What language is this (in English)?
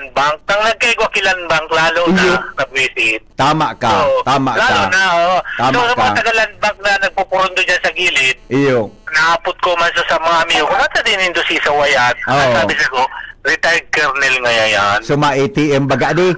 Bikol